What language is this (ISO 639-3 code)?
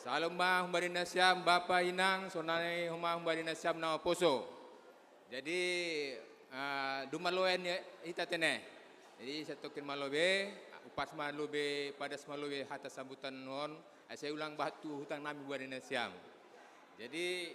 bts